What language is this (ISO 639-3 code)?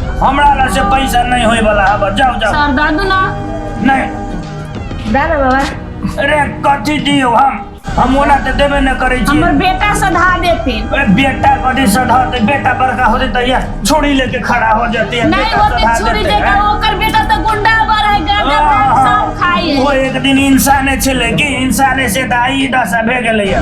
mai